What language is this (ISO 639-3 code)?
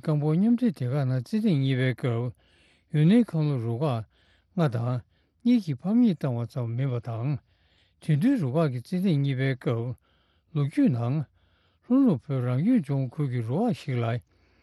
bod